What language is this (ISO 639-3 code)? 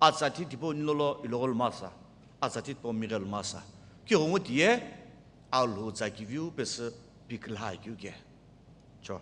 nsm